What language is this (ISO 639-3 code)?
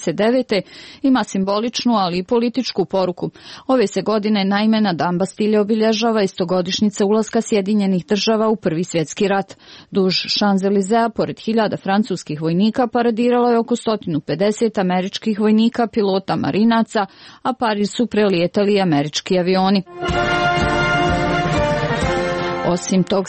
hrv